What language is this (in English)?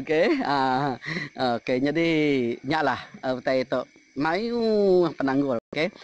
Iban